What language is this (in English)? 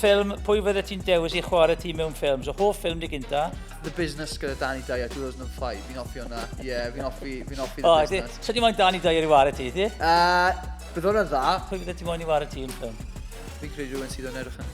Welsh